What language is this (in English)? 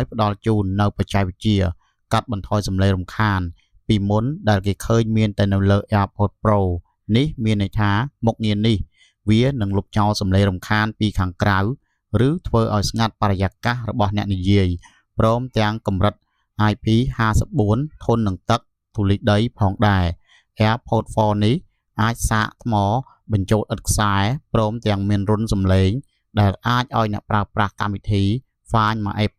Khmer